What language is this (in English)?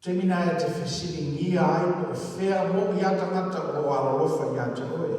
Samoan